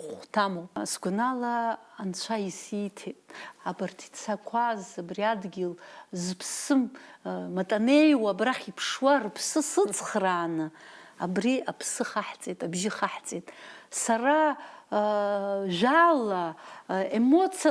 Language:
Abkhazian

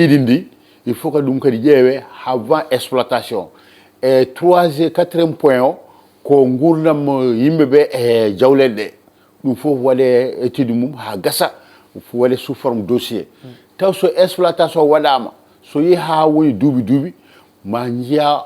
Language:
Fula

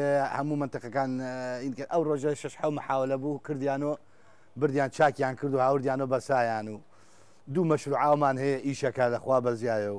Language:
Central Kurdish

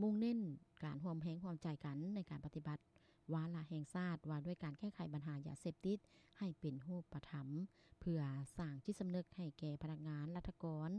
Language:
Lao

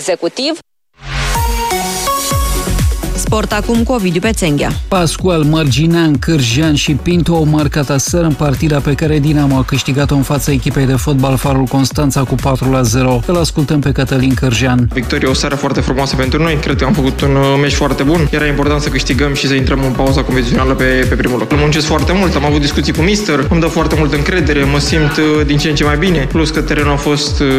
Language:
Romanian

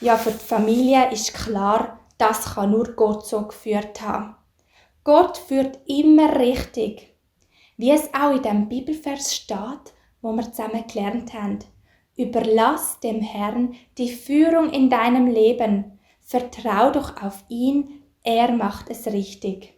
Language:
Swiss German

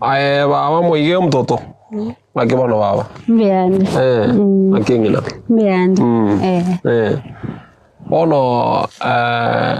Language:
Gusii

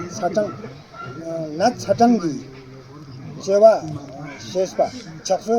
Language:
Ladakhi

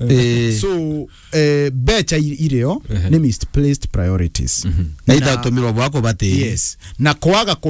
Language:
Meru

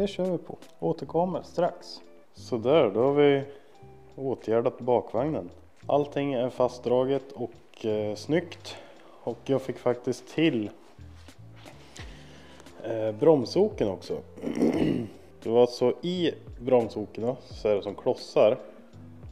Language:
Swedish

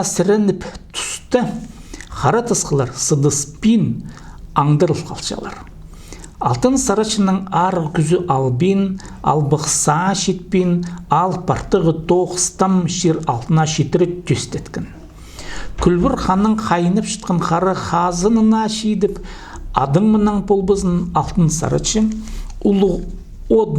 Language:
Khakas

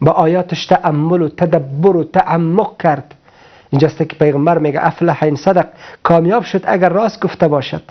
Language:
Persian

